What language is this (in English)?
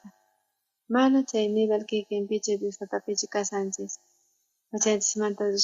South Bolivian Quechua